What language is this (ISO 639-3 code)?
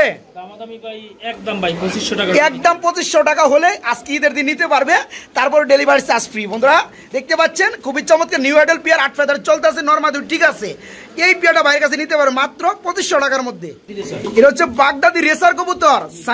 ben